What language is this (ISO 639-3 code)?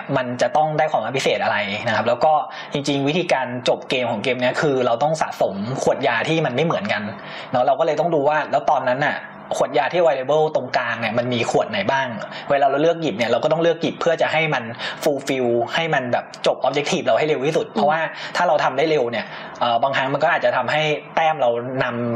tha